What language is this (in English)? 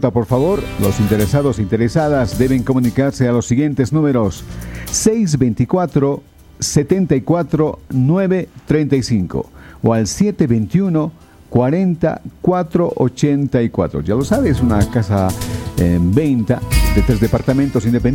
Spanish